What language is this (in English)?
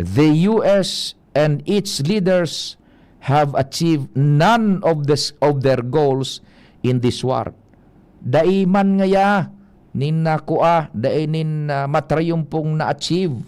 Bikol